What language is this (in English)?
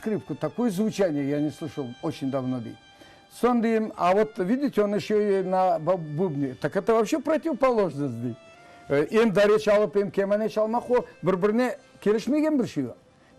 Crimean Tatar